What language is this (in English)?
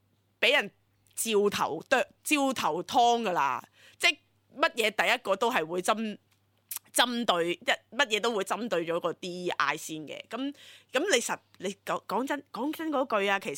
Cantonese